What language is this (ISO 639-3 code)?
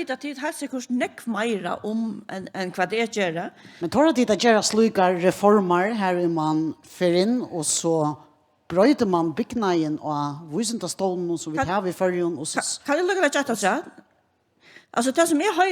fao